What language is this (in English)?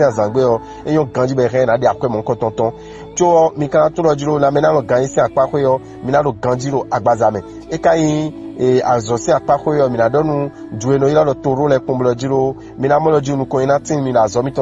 Fon